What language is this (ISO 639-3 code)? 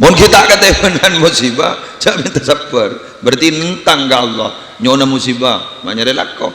mad